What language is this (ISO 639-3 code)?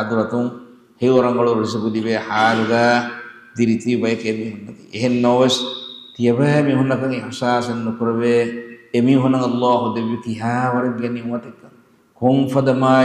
div